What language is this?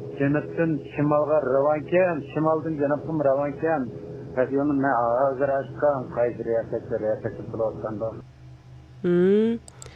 Uyghur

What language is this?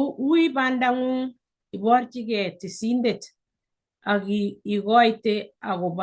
Kalenjin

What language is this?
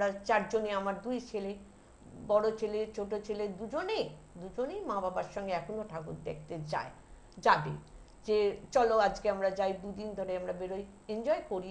Bangla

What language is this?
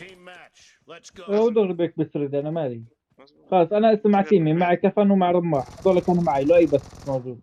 North Levantine Arabic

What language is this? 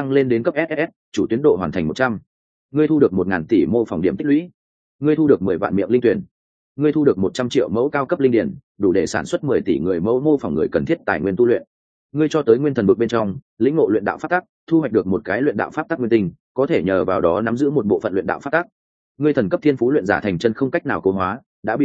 Vietnamese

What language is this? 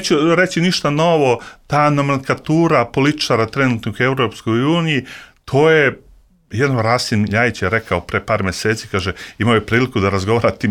Serbian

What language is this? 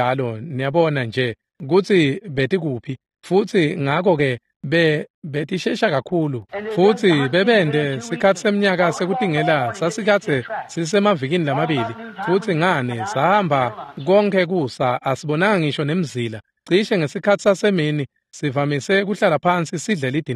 Swati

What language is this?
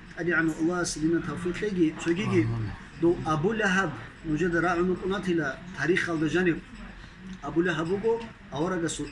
Avaric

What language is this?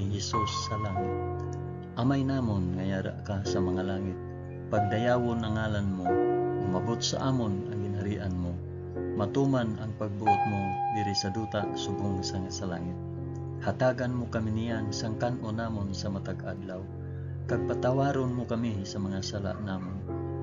Hiligaynon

